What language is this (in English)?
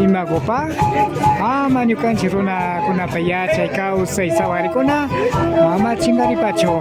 Imbabura Highland Quichua